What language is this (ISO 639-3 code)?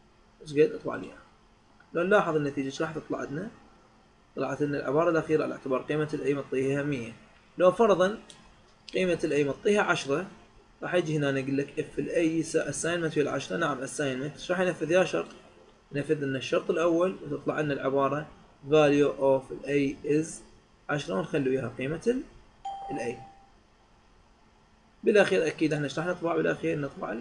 acm